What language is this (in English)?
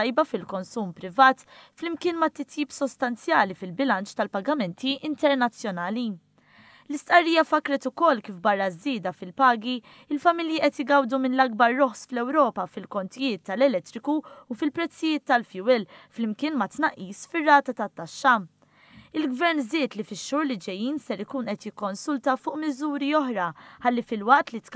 Maltese